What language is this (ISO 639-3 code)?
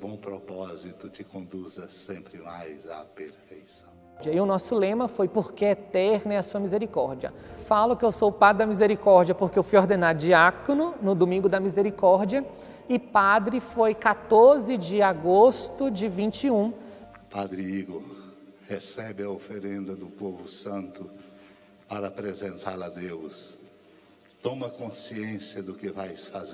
por